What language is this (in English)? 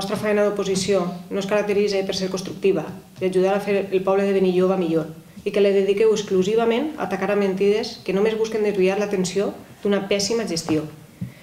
Catalan